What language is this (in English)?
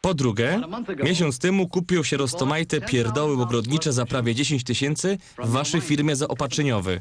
Silesian